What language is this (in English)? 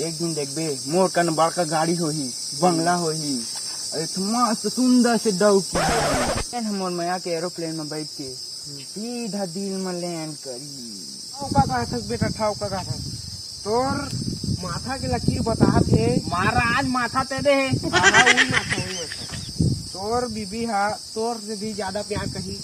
Chhattisgarhi